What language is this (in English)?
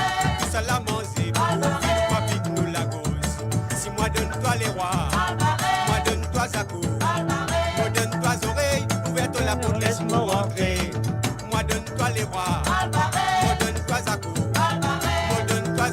Morisyen